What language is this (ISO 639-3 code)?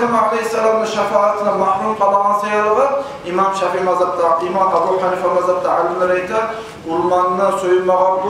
kum